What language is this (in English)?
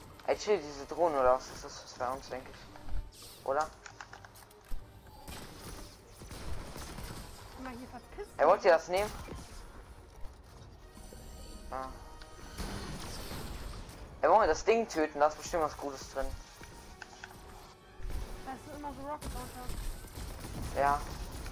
German